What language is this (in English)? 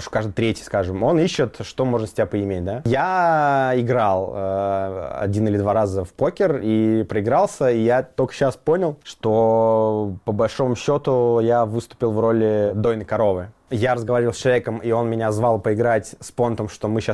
Russian